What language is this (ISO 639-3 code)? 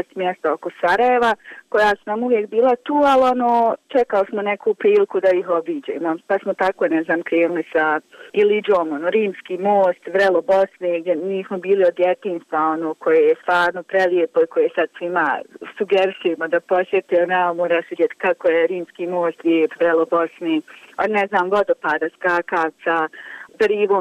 bos